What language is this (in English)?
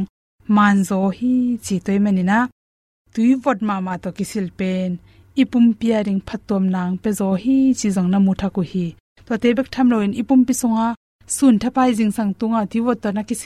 Tedim Chin